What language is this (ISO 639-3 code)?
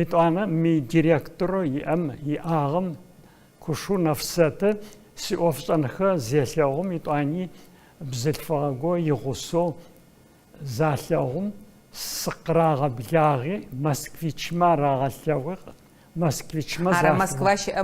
ady